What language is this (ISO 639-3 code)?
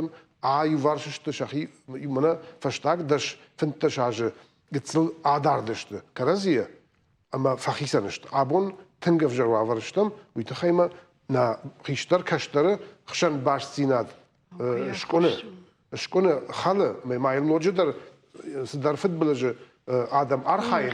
oss